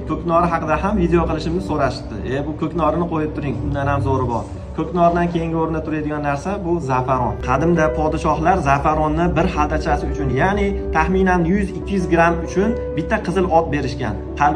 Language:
Uzbek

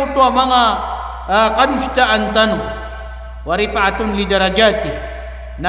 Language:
Maranao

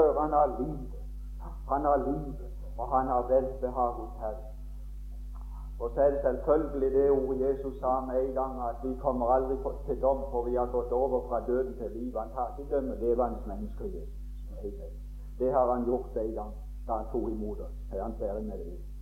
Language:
Norwegian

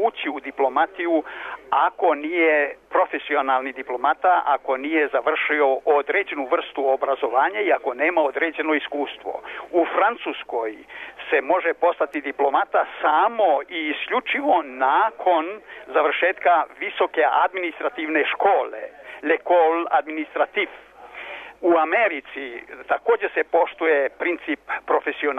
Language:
Serbian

